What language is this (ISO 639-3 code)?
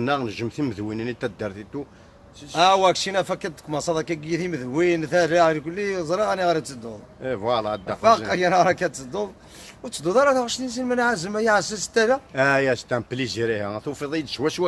kab